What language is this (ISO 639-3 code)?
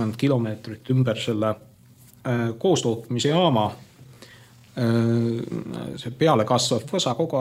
est